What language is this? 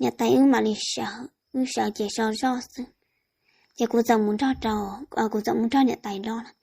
Hmong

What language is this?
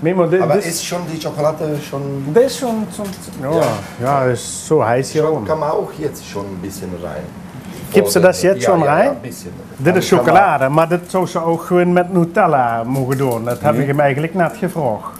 Limburgish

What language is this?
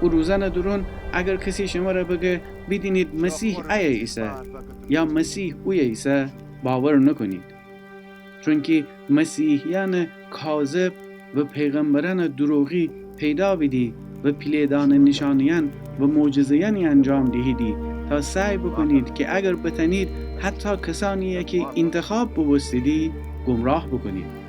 Gilaki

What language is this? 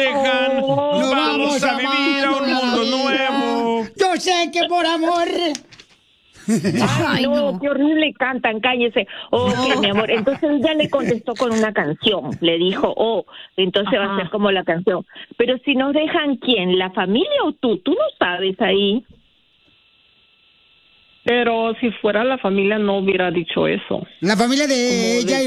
Spanish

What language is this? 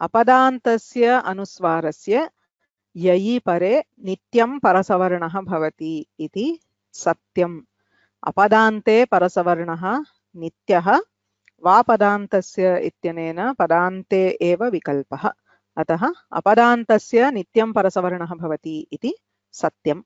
Sanskrit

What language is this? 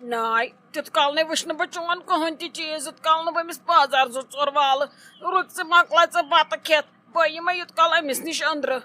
Kashmiri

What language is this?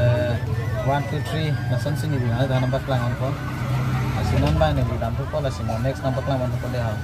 Karbi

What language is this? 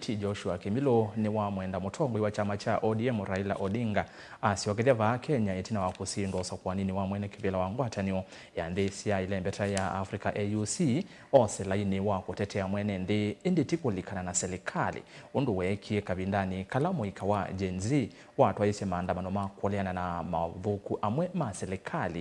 Kamba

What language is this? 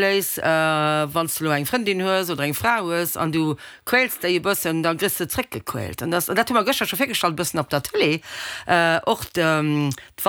Luxembourgish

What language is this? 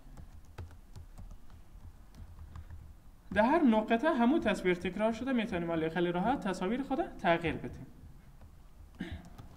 Persian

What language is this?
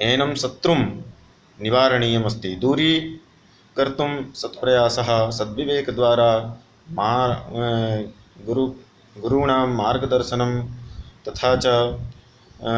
Sanskrit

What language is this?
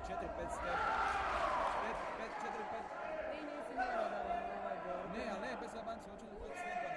Croatian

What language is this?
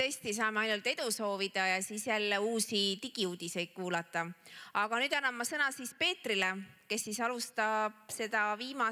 Estonian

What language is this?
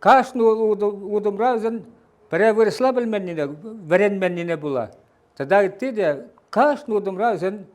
Chuvash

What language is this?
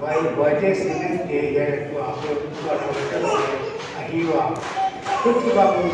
Paite Chin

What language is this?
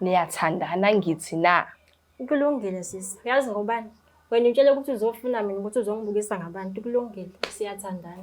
Zulu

